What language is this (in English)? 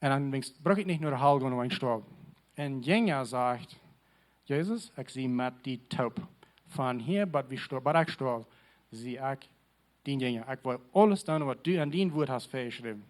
Plautdietsch